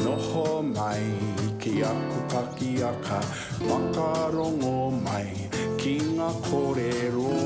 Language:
Māori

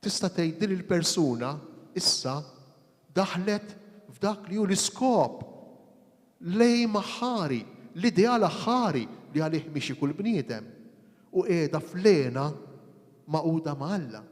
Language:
Maltese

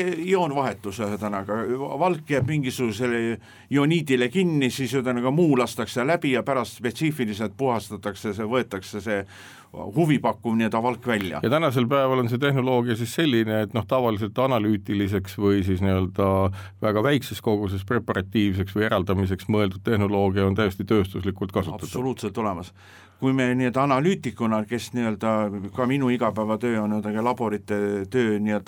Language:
Estonian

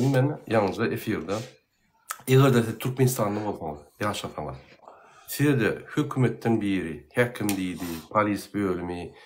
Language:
Turkmen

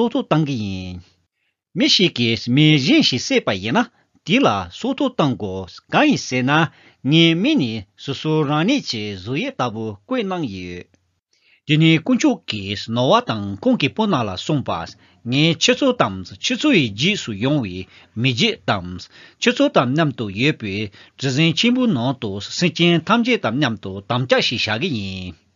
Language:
Tibetan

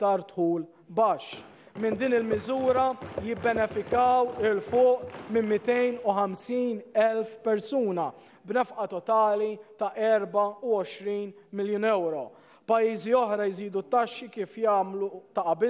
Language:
Maltese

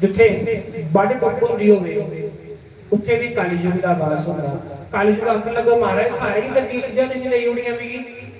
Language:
Dogri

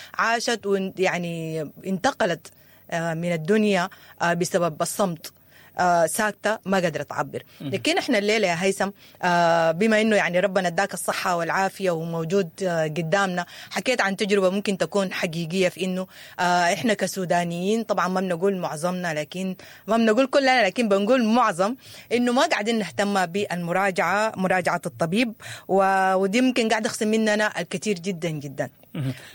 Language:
Sudanese Arabic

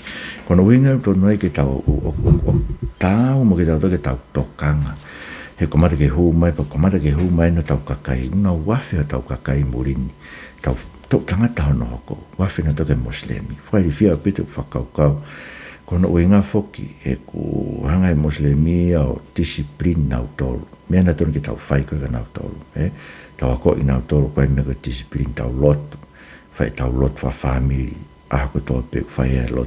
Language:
Tongan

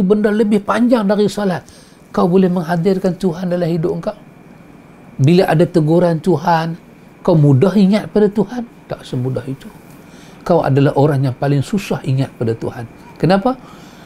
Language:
Malay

